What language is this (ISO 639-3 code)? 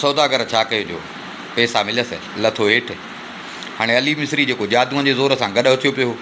snd